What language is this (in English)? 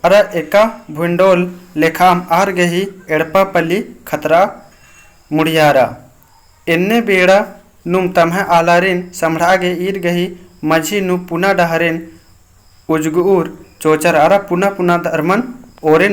Kurukh